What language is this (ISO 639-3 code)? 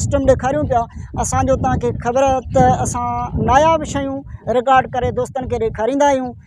snd